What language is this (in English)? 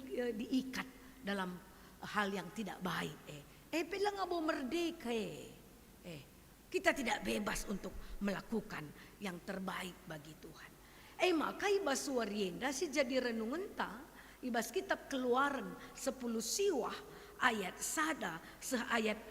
Batak Karo